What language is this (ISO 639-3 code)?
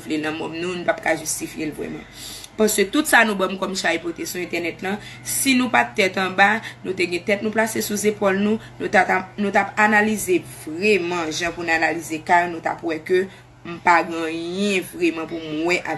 hat